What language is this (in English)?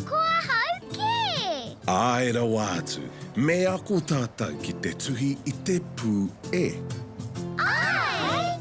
Māori